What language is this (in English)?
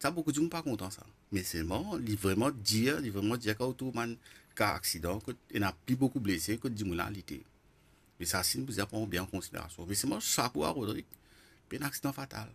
Morisyen